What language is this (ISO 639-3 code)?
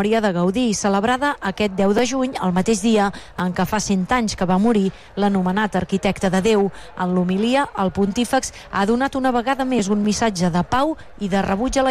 cat